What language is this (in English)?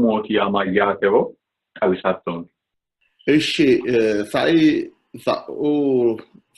Sidamo